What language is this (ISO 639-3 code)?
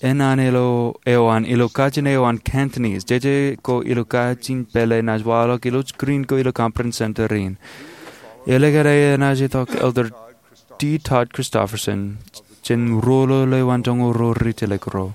mah